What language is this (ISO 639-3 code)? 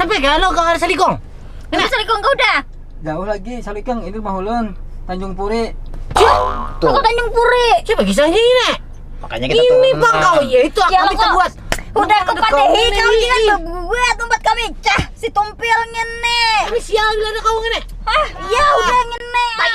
bjn